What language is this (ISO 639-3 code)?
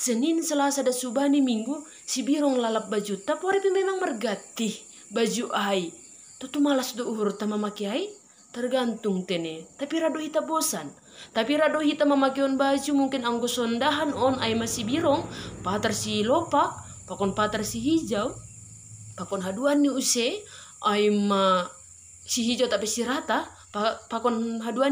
bts